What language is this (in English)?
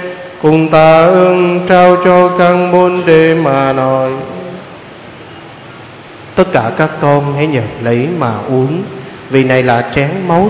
Vietnamese